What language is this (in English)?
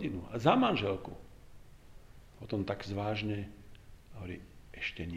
Slovak